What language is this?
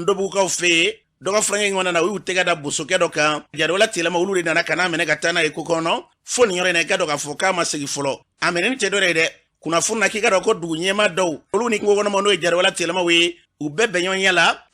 Bambara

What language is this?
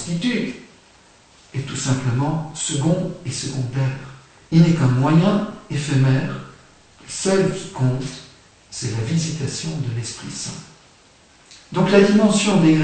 French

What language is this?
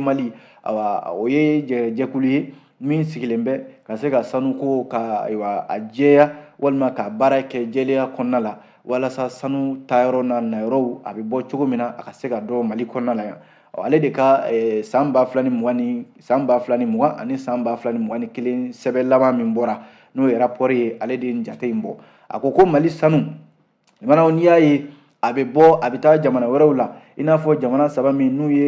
Bambara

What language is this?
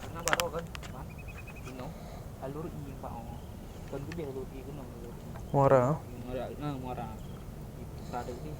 Achinese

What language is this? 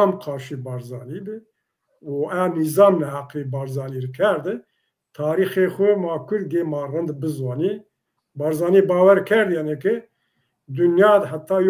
Zaza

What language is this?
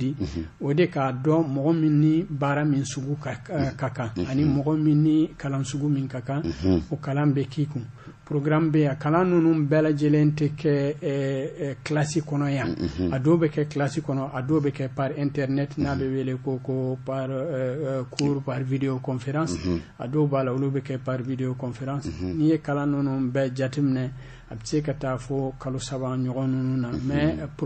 Bambara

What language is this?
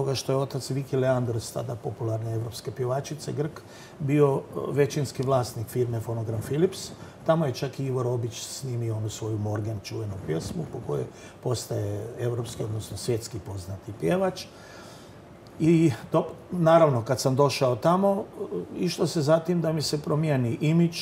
Croatian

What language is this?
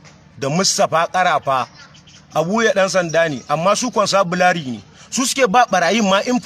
Hausa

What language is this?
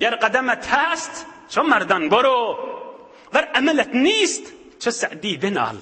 Turkmen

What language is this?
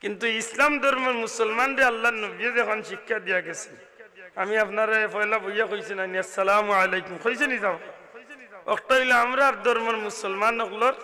Sylheti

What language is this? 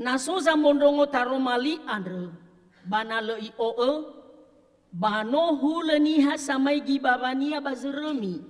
Nias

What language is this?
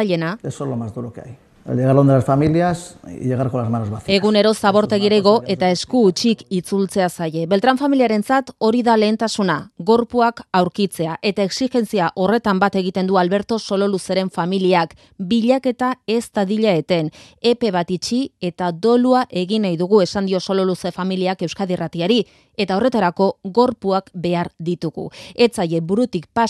Basque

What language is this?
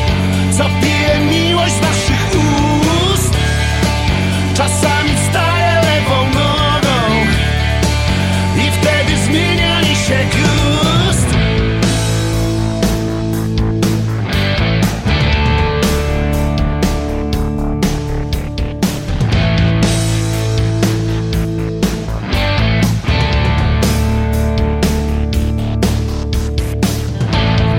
Polish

